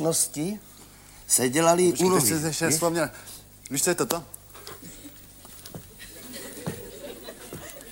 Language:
Czech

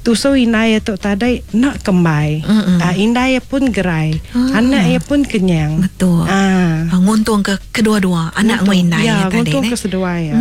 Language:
Iban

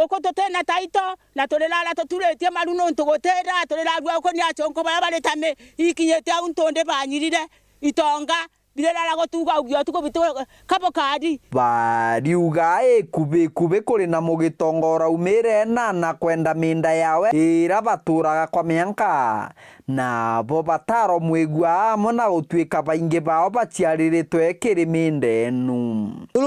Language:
Meru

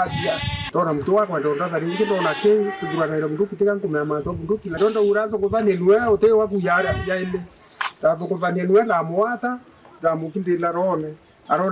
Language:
Meru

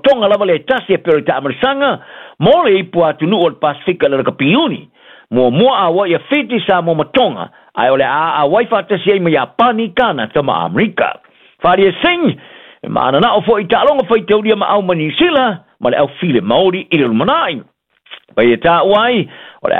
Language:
Samoan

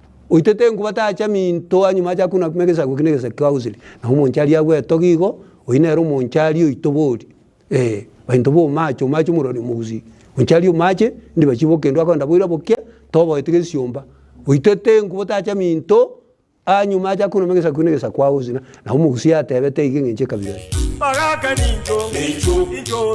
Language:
Gusii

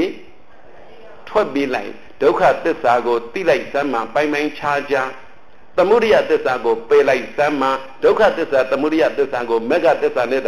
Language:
Burmese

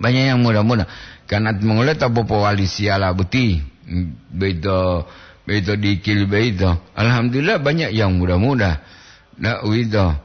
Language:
Gorontalo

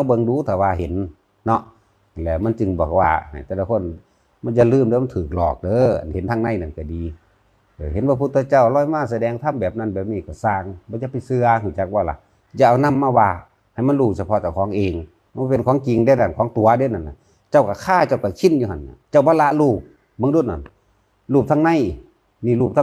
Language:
Northeastern Thai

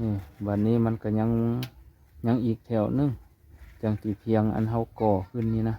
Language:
Lao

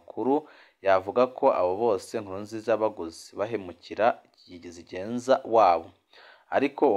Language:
Rundi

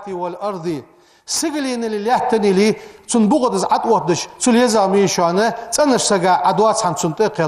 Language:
Ingush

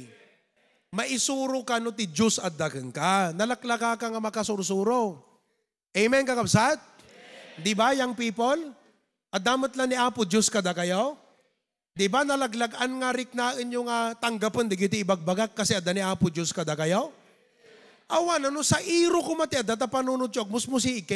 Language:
Iloko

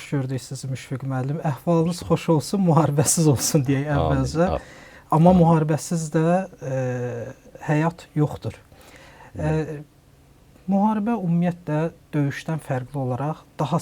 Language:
Azerbaijani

